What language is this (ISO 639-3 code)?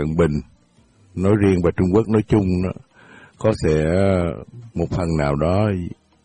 vie